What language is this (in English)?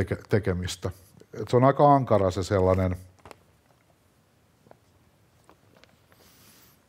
Finnish